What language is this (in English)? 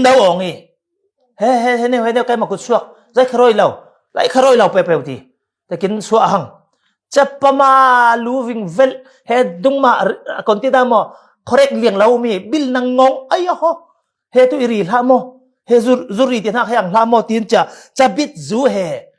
Falam Chin